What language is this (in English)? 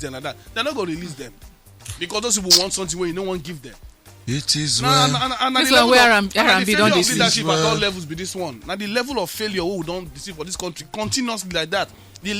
Nigerian Pidgin